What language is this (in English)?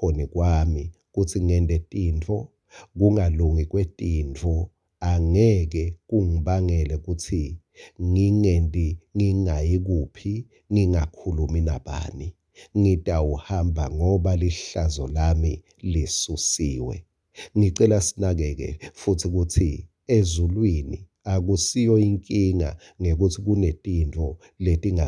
Swati